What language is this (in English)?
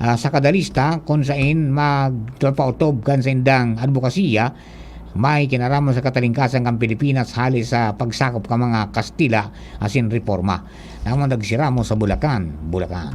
Bikol